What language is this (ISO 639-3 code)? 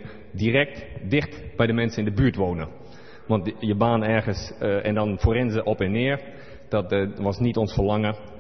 nld